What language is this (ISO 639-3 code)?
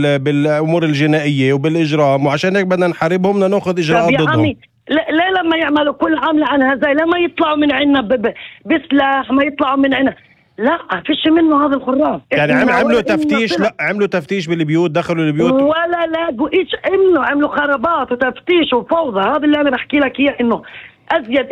apc